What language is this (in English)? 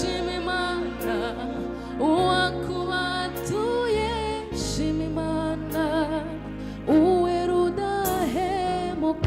Kinyarwanda